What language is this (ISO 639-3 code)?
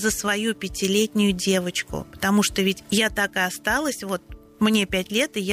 rus